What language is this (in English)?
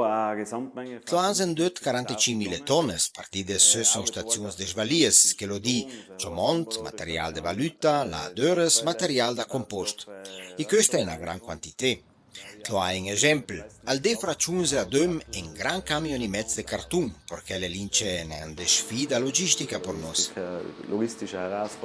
Ladin